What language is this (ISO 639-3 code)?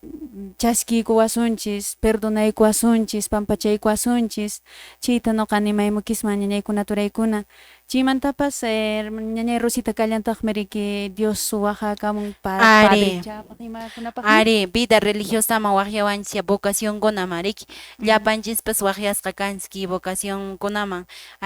que